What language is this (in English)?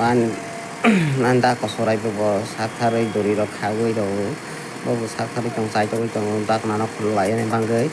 Kok Borok